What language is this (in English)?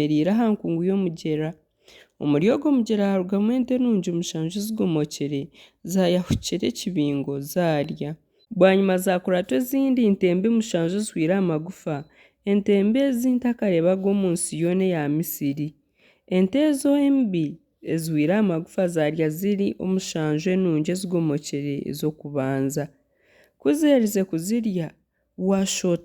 Nyankole